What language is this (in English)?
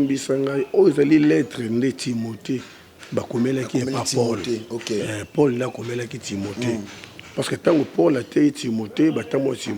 Lingala